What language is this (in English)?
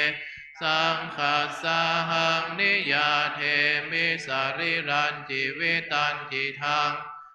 Pali